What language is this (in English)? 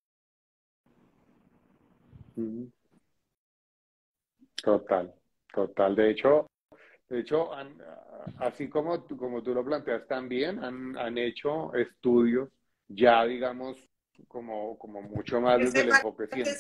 Spanish